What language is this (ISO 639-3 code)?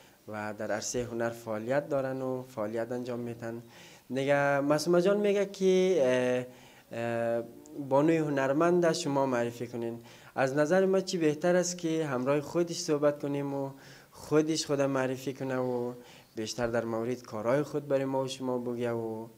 fas